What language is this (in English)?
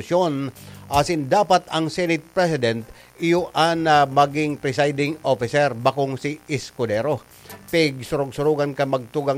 Bikol